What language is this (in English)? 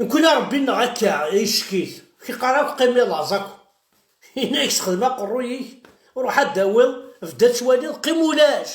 Kabyle